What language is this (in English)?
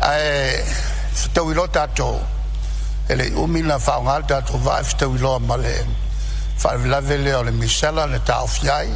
Samoan